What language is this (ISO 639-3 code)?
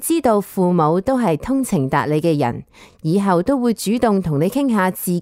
yue